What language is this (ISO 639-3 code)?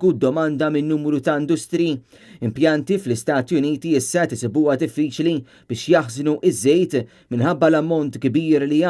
mlt